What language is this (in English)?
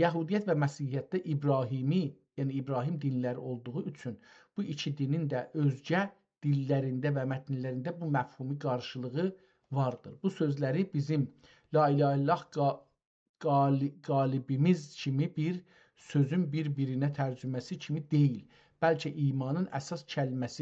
South Azerbaijani